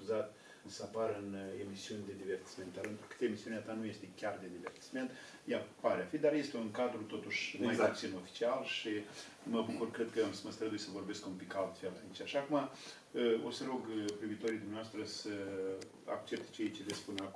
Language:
Romanian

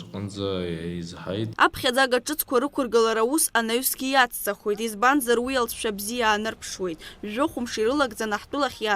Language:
Abkhazian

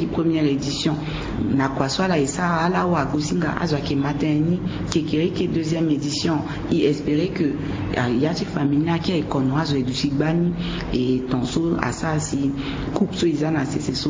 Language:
Sango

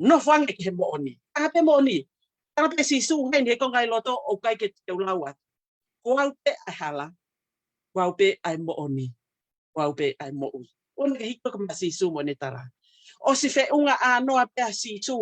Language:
Tongan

